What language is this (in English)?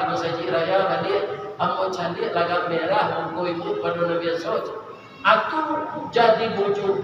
Minangkabau